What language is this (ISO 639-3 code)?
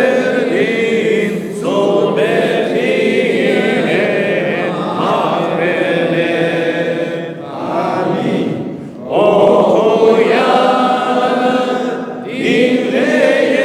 crh